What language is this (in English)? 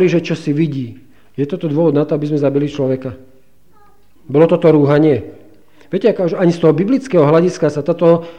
Slovak